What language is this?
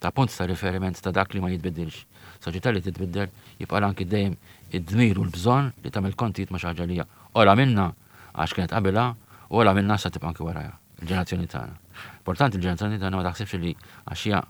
Maltese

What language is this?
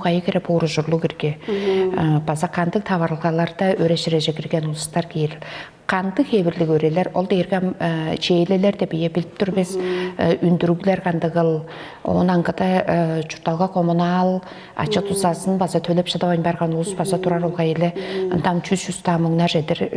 Tuvinian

